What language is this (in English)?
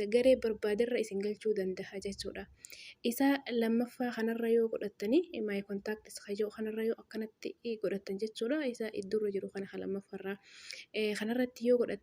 Oromo